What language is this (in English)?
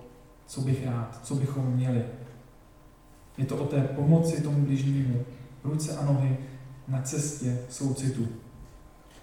Czech